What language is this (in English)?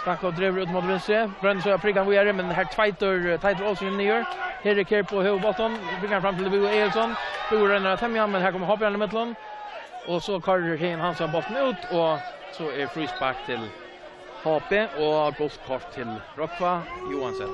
Faroese